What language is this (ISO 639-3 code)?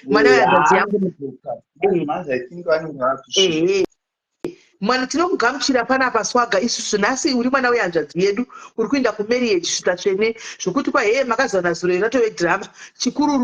sna